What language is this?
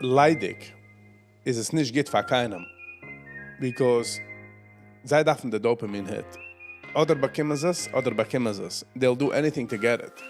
Yiddish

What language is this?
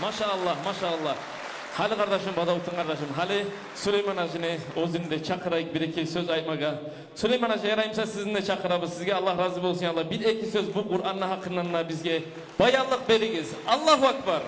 Kumyk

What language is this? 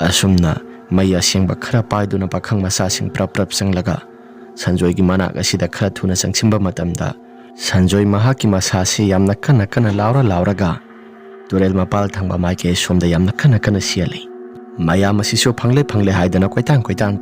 Manipuri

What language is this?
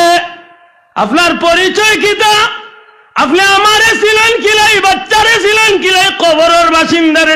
Sylheti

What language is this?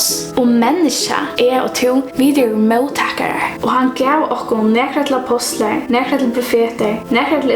Faroese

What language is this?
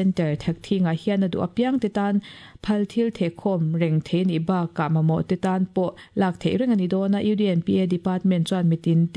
Mizo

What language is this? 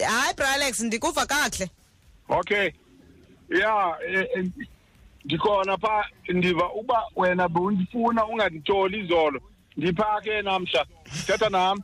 Xhosa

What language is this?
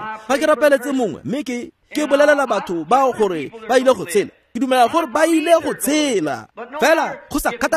Tswana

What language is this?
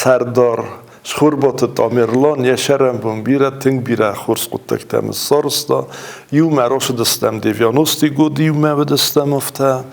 Ossetic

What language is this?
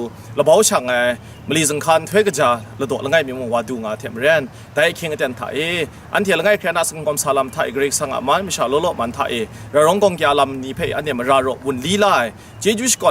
Kachin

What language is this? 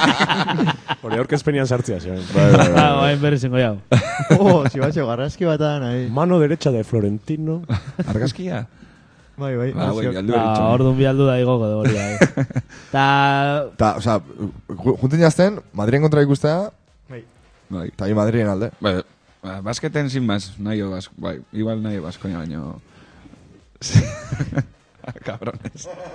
Basque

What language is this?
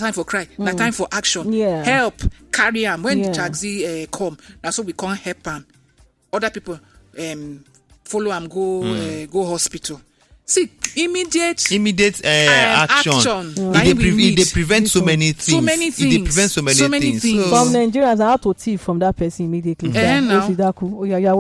Nigerian Pidgin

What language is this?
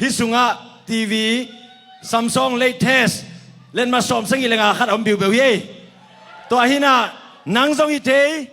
Tedim Chin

